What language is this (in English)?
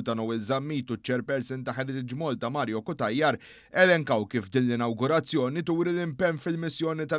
Maltese